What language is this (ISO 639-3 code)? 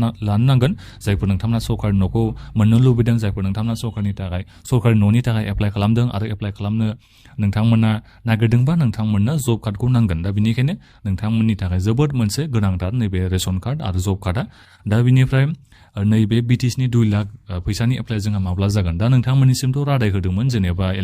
brx